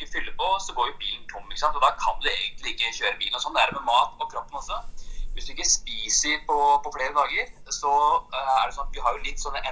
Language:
Norwegian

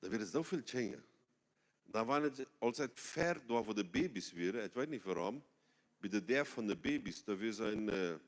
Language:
Plautdietsch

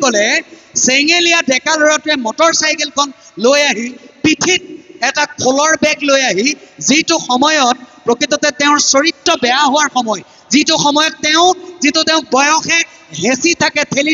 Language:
Assamese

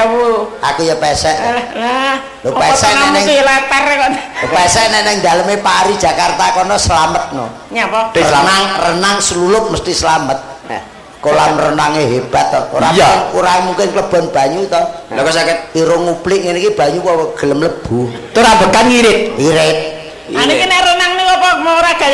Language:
Javanese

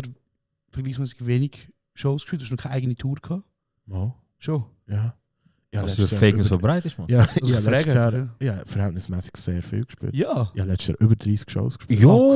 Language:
Swiss German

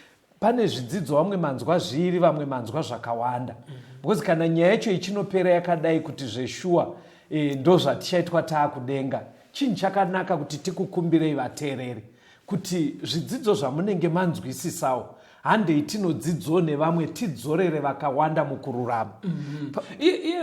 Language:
Shona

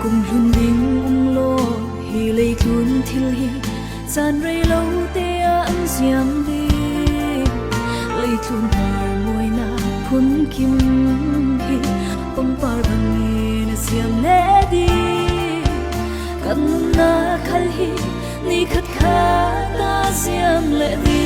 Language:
Falam Chin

